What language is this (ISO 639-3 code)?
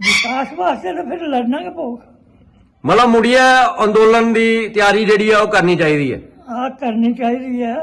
doi